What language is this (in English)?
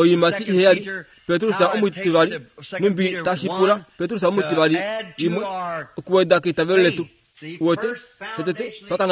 Kuanyama